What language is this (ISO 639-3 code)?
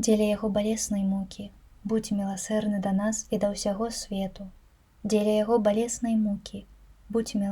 bel